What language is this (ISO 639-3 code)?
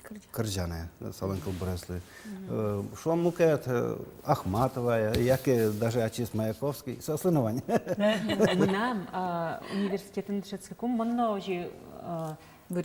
udm